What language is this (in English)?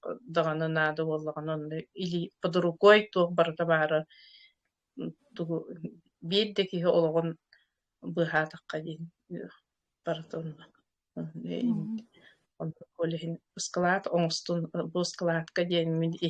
Yakut